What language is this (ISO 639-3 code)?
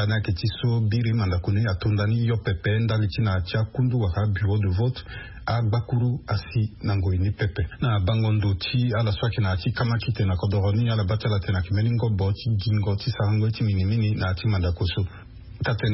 sag